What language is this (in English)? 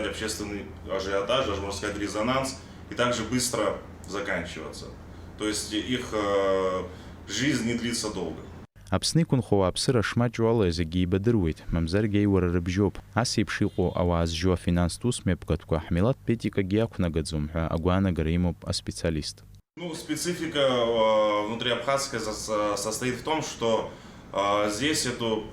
Abkhazian